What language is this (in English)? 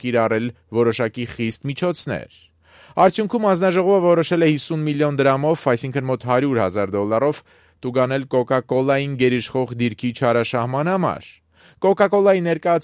Armenian